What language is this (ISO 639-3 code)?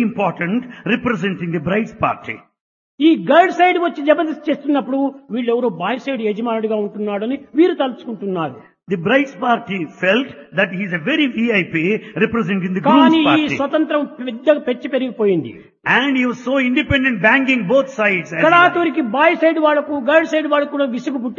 tel